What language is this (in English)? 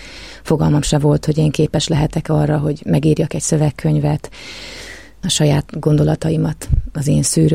Hungarian